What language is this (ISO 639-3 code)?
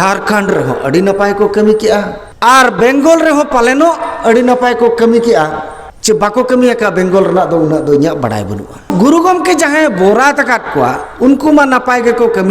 sat